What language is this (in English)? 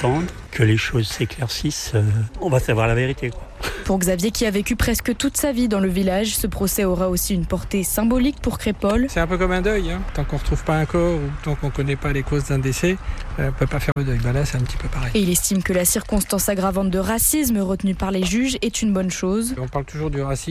French